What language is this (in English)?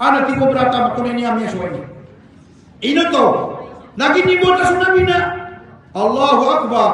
Maranao